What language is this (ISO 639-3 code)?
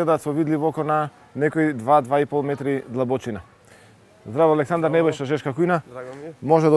mkd